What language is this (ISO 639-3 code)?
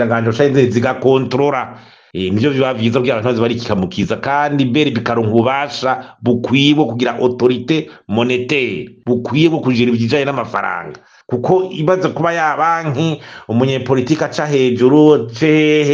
run